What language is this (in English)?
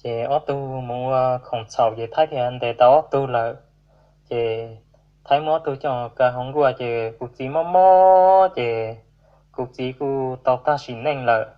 Hmong